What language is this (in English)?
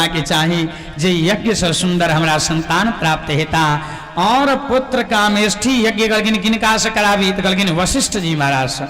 Maithili